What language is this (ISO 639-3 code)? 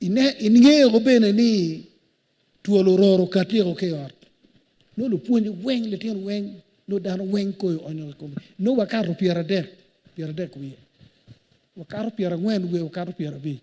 ach